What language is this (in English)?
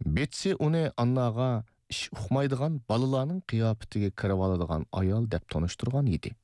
Uyghur